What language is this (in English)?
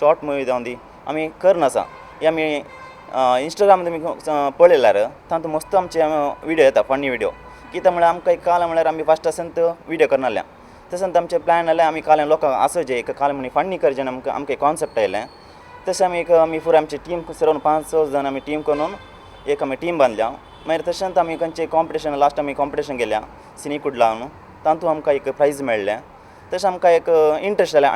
Konkani